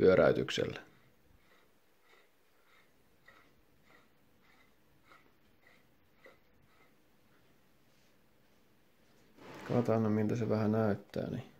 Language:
Finnish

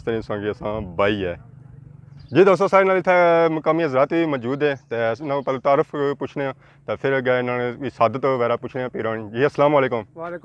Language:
Pahari-Potwari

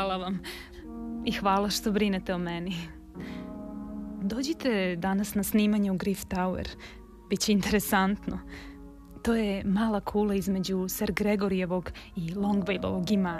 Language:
Serbian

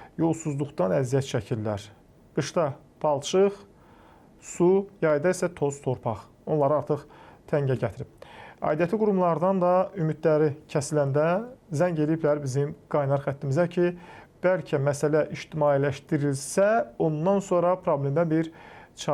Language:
Azerbaijani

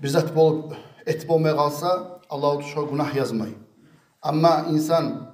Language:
Kumyk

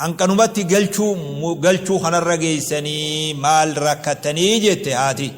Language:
Oromo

